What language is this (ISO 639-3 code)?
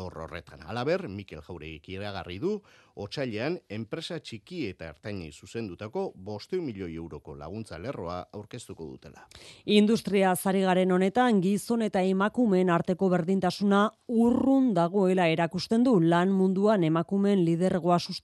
eus